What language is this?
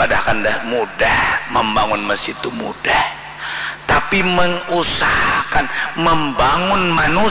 Banjar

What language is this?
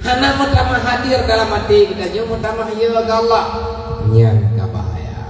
Achinese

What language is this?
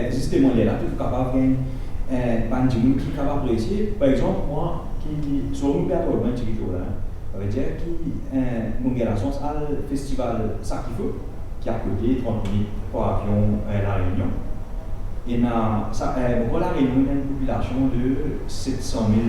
Morisyen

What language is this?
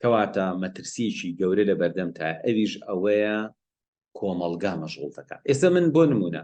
Central Kurdish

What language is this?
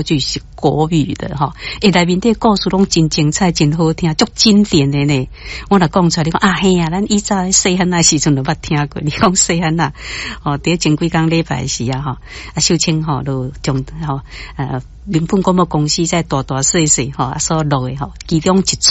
Min Nan Chinese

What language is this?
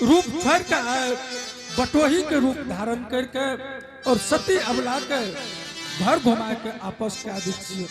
Angika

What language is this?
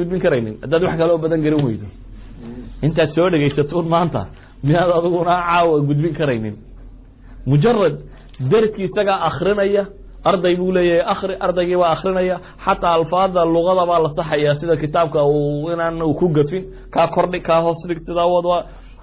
Somali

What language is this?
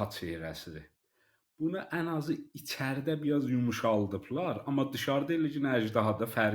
South Azerbaijani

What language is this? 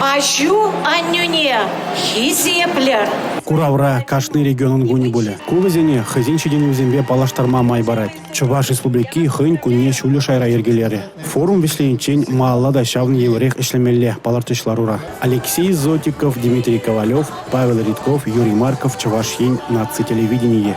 Chuvash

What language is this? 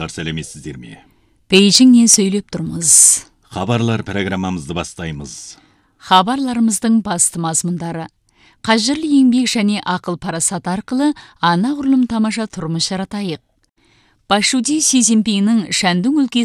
Kazakh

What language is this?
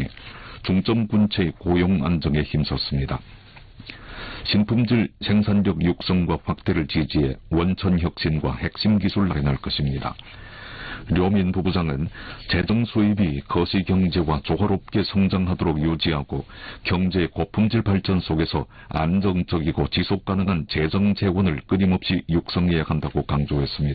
Korean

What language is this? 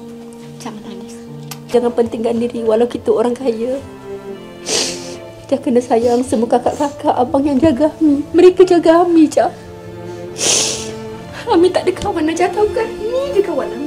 Malay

